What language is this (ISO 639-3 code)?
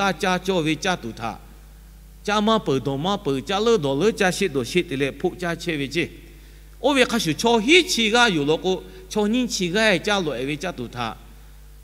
lhu